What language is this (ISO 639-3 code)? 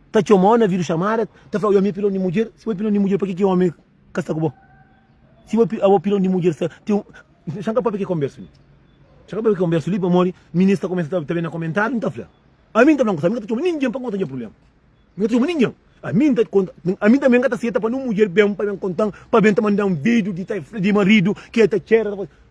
kea